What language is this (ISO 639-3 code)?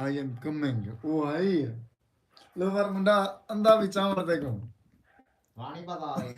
skr